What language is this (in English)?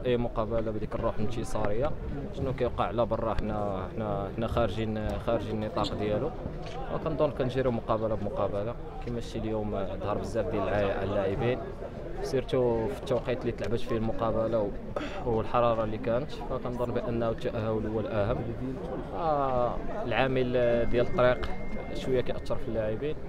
Moroccan Arabic